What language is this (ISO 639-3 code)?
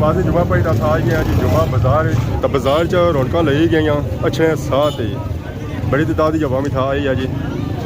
phr